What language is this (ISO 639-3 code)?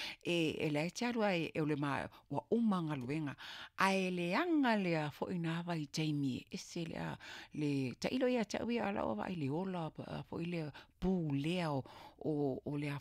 smo